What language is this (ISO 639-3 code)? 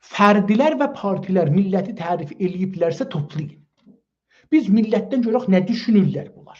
azb